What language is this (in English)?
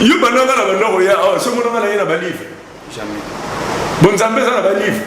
Lingala